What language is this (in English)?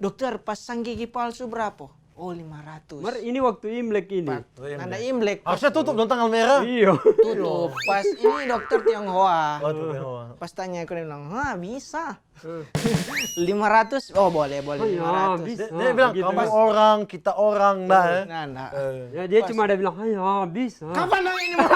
Manado Malay